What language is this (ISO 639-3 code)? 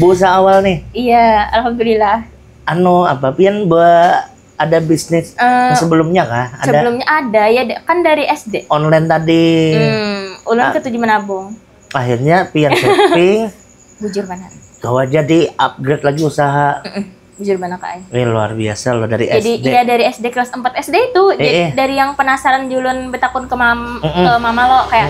bjn